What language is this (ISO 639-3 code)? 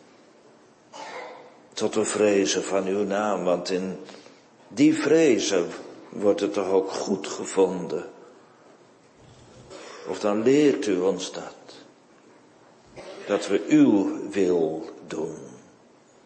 nld